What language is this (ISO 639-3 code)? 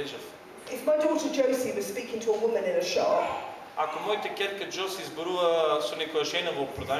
mkd